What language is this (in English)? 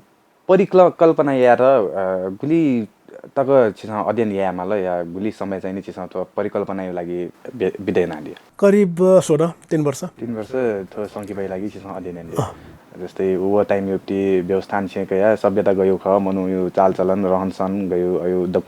Newari